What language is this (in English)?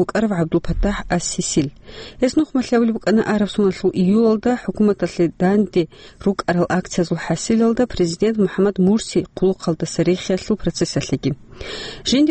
Avaric